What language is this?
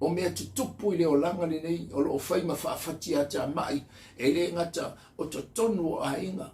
Samoan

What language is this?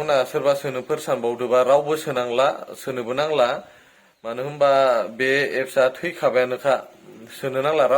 Bodo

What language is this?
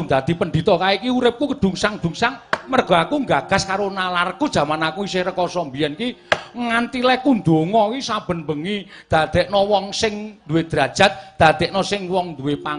Javanese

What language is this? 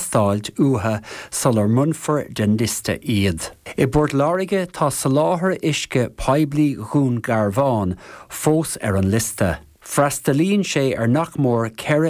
Irish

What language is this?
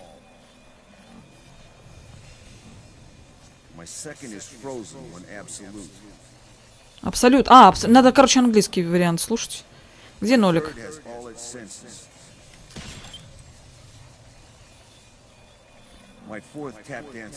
Russian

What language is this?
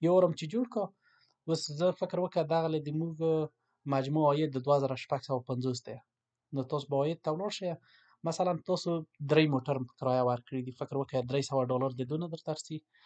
Pashto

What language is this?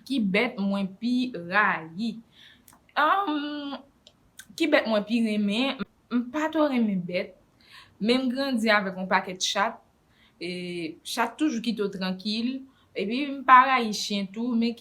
Haitian Creole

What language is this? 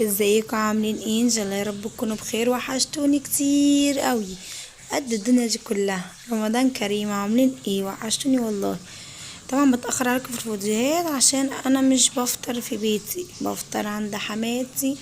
Egyptian Arabic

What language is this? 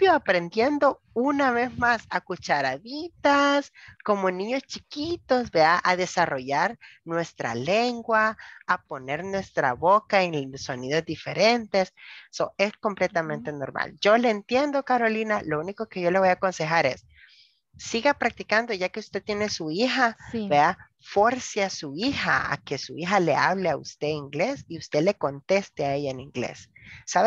Spanish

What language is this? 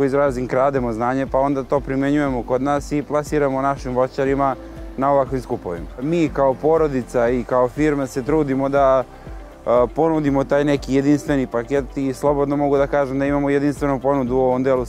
Serbian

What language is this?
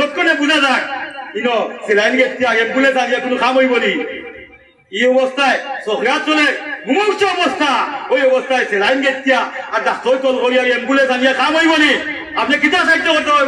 Sylheti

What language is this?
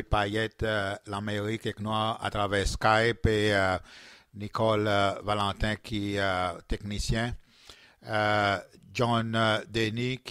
Seselwa Creole French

